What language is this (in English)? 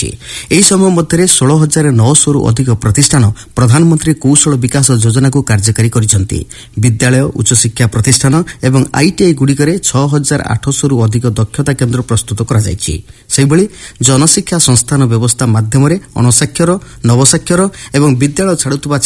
Odia